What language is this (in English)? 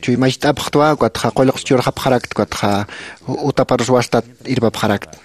Aymara